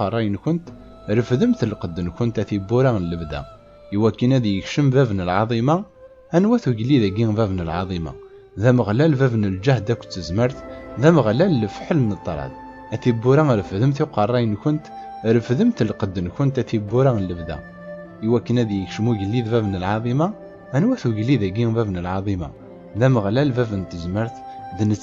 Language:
Kabyle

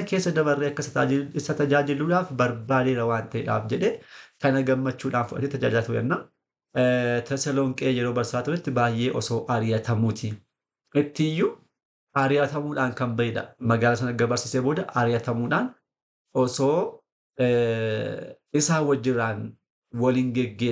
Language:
Oromo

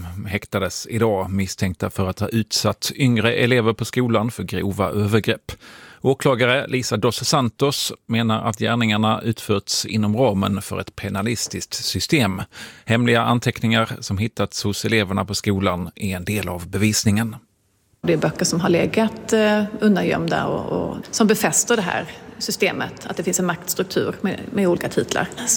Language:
Swedish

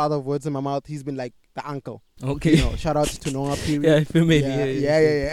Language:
English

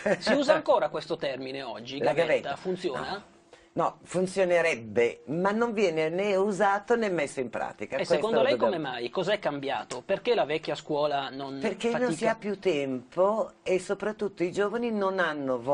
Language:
Italian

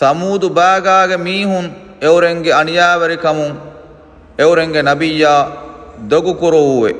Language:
Divehi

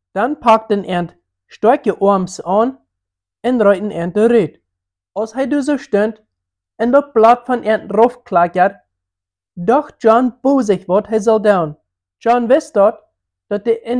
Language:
Plautdietsch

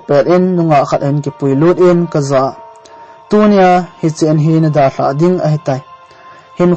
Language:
Thado Chin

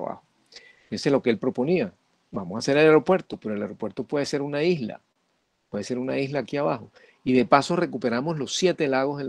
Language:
Spanish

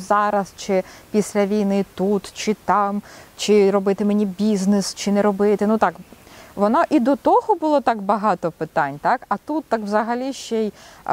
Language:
Ukrainian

